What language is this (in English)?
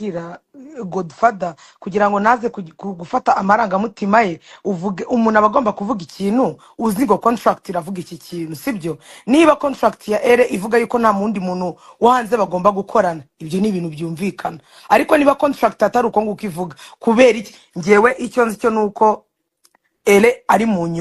Kinyarwanda